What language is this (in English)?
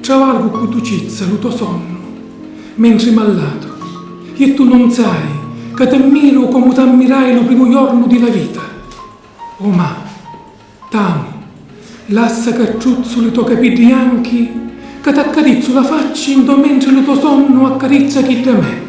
Sicilian